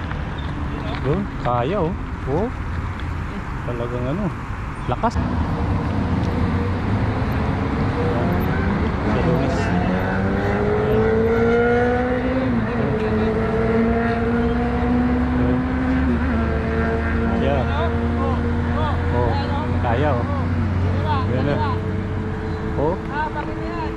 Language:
Filipino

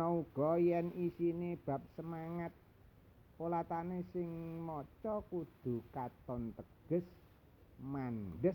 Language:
Javanese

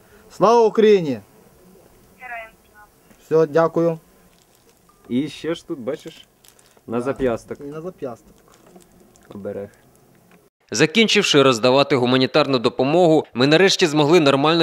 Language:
Ukrainian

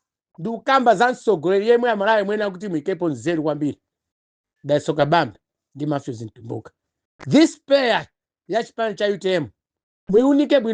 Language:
Nyanja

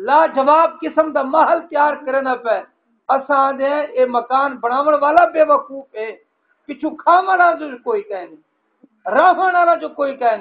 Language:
Saraiki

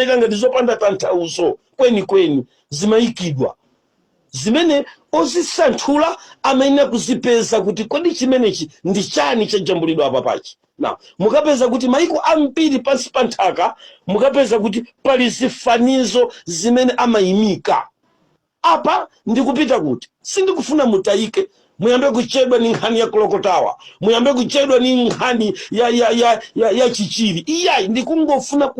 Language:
Nyanja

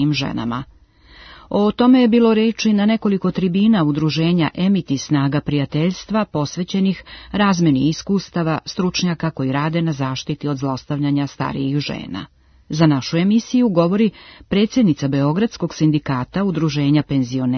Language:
Serbian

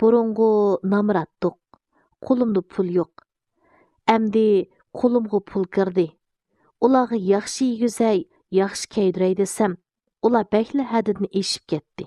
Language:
Uyghur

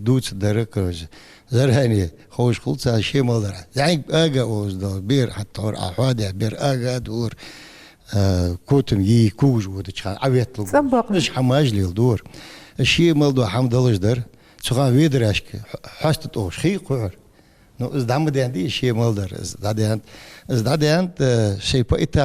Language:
Ingush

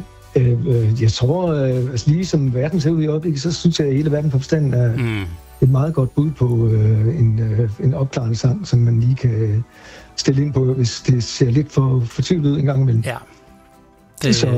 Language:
Danish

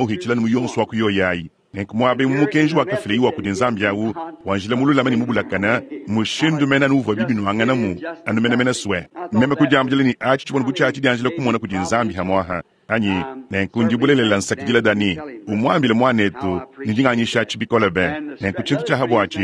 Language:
Luba-Lulua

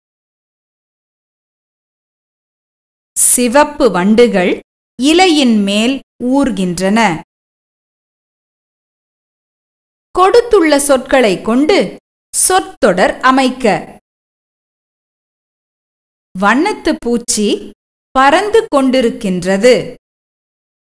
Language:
Tamil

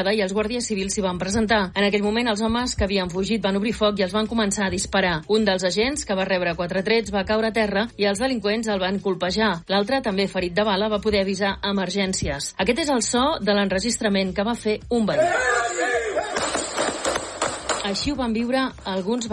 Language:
Catalan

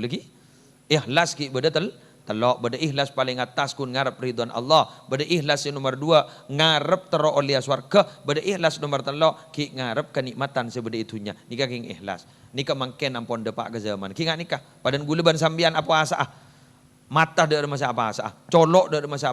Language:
Madurese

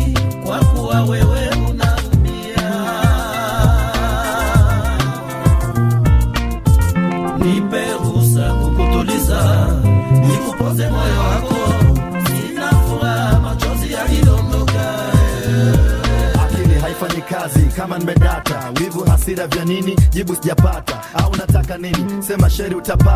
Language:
Swahili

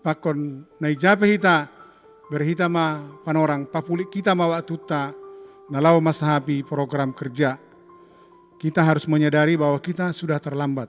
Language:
Batak Simalungun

